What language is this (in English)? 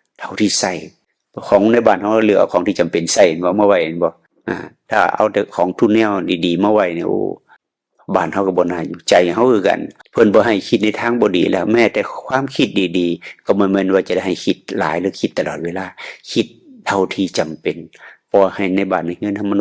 Northeastern Thai